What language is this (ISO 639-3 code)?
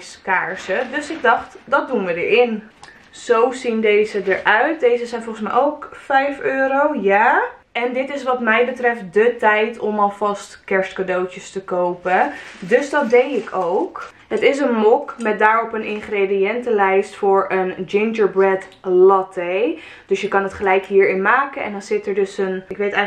nld